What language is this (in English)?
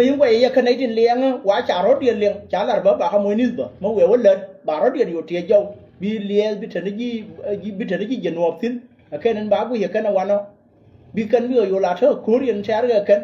Nuer